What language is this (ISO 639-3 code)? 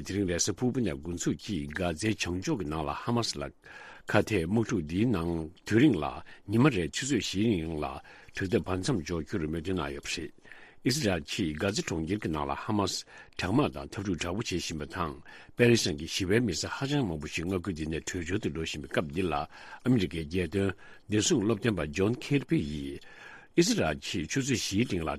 bod